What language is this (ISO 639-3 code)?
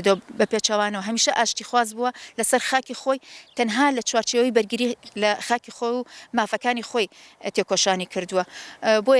ckb